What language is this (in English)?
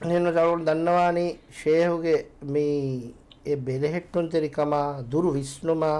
Divehi